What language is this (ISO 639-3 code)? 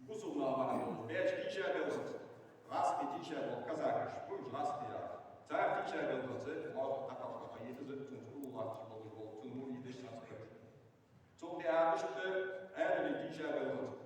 inh